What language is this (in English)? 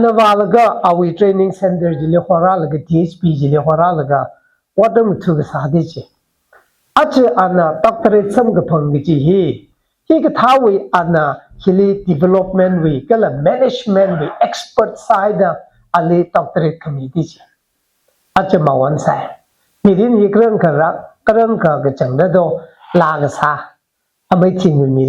Tangkhul Naga (India)